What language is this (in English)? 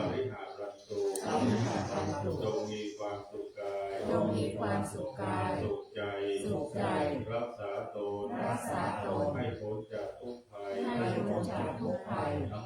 Pali